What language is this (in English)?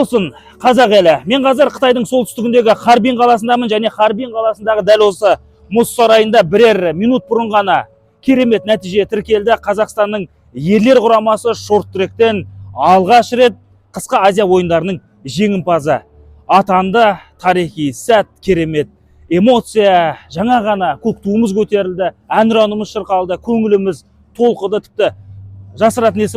Kazakh